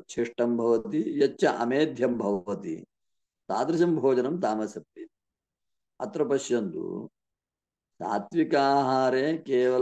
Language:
Sanskrit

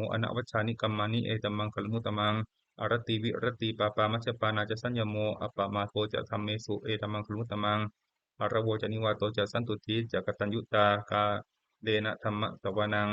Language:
Pali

